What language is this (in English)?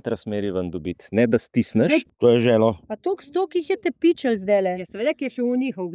Slovenian